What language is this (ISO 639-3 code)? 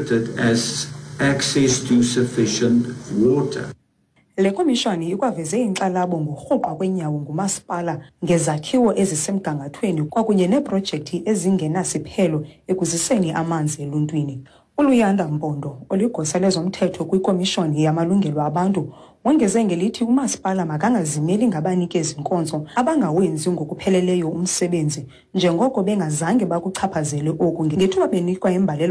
xho